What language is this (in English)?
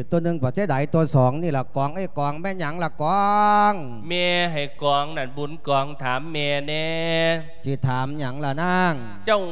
Lao